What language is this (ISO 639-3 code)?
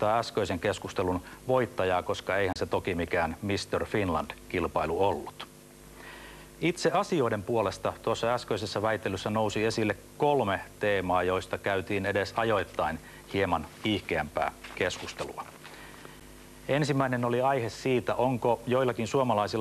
fin